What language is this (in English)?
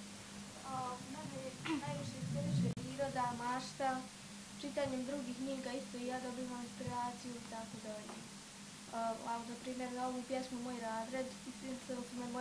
Bosnian